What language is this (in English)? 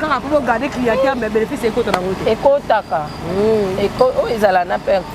Lingala